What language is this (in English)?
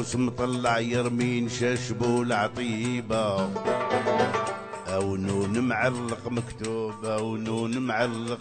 Arabic